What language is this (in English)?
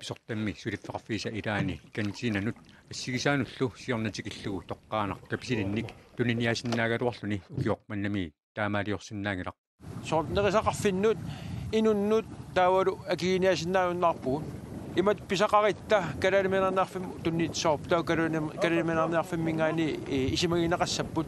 Kalaallisut